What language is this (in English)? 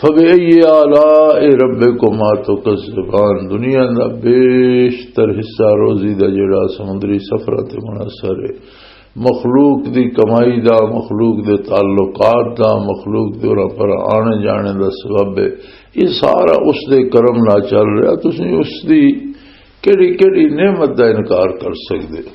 Western Panjabi